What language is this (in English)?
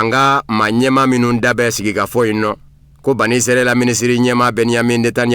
Bambara